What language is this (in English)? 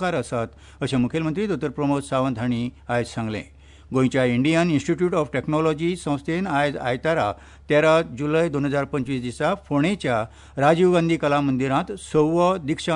Konkani